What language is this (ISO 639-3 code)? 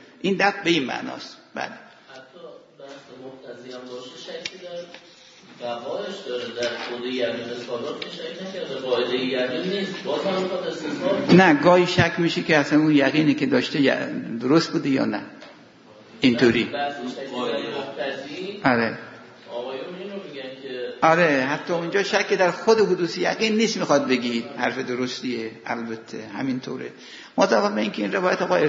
fas